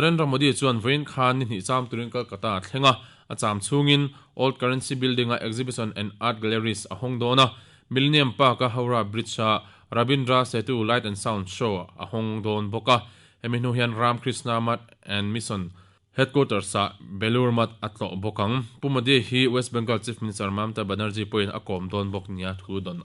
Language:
Mizo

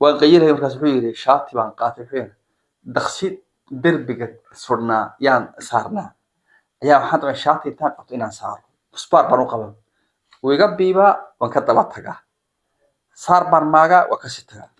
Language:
Somali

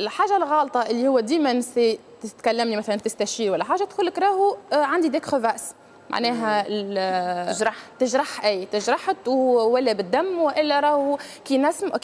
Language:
Tunisian Arabic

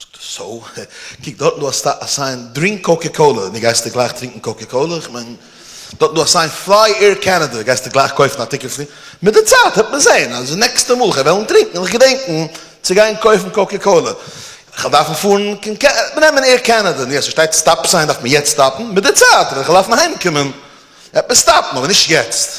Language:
Yiddish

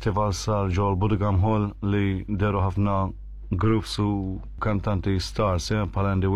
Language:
Maltese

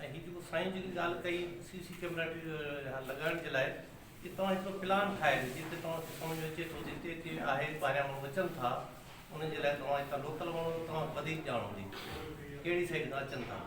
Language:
Sindhi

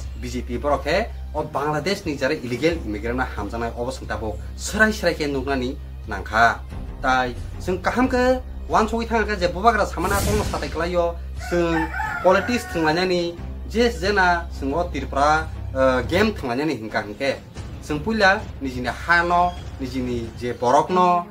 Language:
Kok Borok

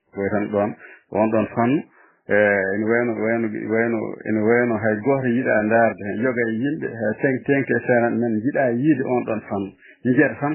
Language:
Fula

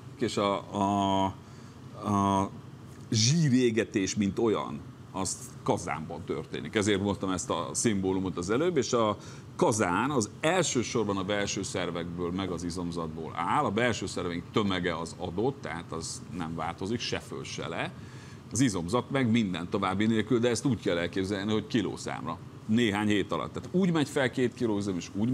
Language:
Hungarian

